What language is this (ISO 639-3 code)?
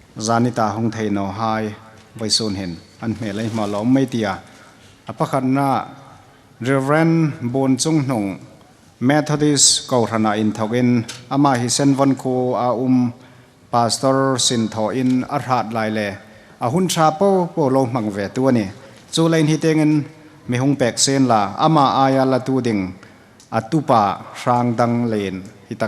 hmr